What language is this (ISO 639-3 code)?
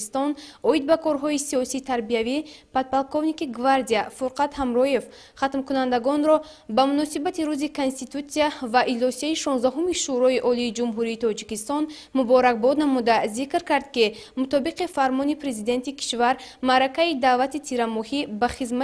tgk